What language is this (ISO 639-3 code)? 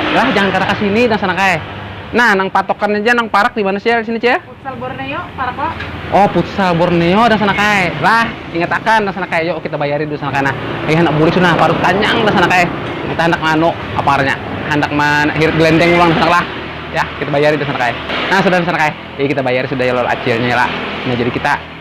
bjn